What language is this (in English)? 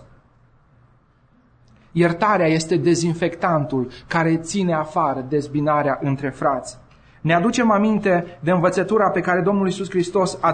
Romanian